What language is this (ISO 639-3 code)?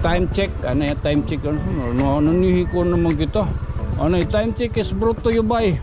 war